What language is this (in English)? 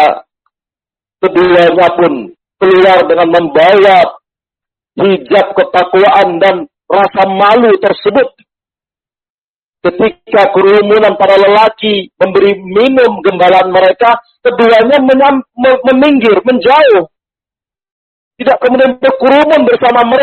Indonesian